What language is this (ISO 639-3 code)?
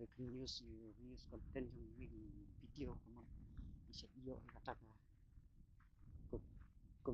kha